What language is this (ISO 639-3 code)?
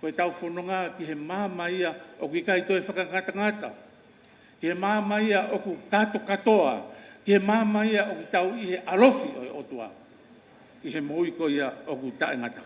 ton